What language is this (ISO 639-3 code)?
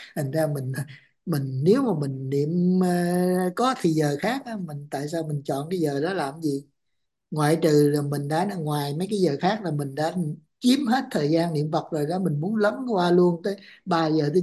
vie